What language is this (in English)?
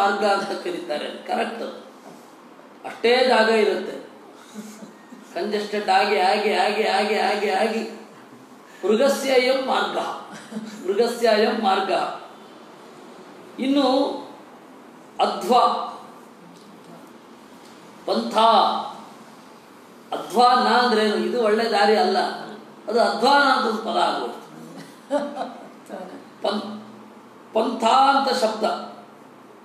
Kannada